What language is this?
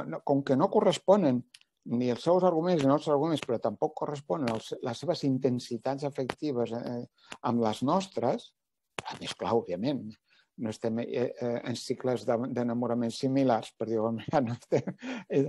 Catalan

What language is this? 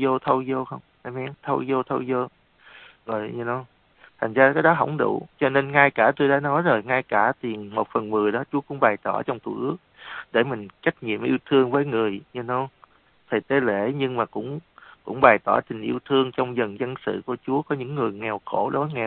Vietnamese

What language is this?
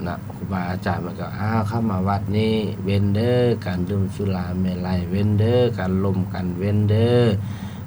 Lao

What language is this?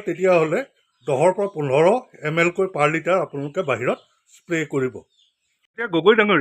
Assamese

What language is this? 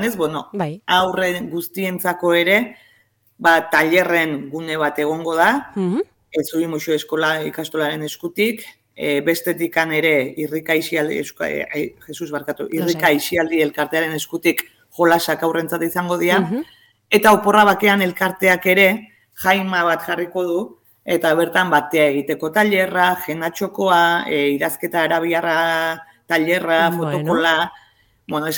Basque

